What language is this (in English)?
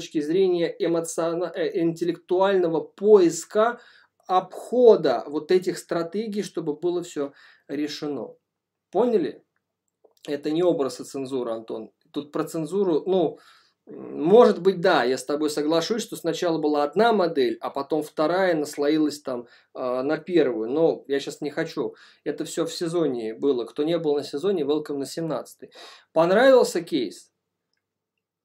Russian